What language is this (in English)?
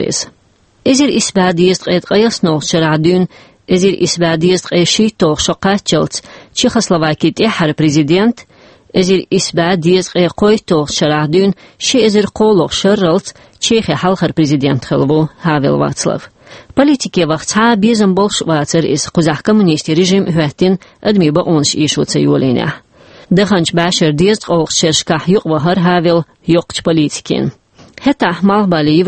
Chechen